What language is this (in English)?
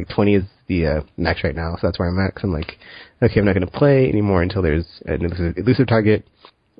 English